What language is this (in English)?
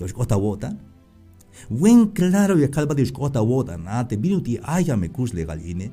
Tzeltal